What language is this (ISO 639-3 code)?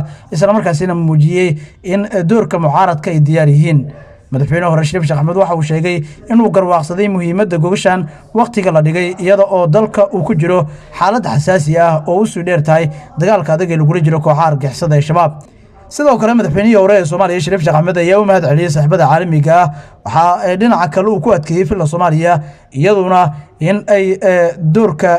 som